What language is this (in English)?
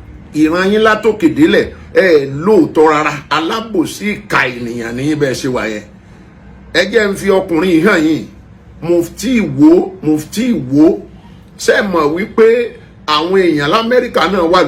Yoruba